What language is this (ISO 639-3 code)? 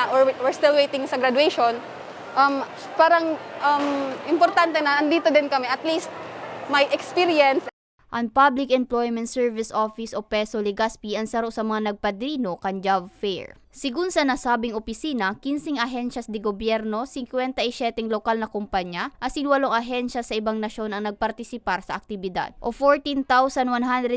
bik